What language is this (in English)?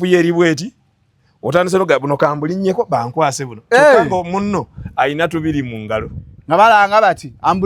Ganda